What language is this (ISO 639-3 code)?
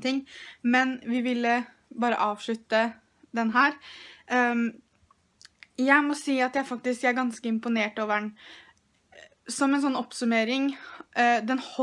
nor